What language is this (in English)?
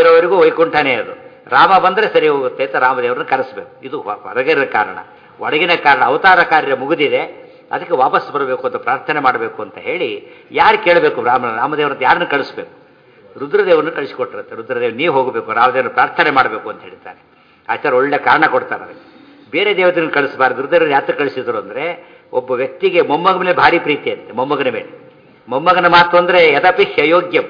Kannada